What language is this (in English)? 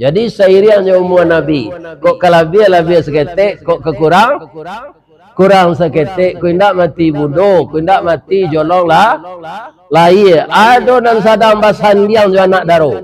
Minangkabau